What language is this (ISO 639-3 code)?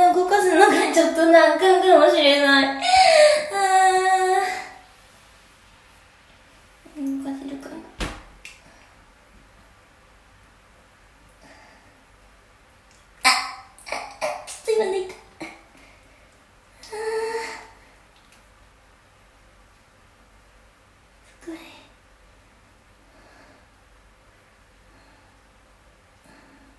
jpn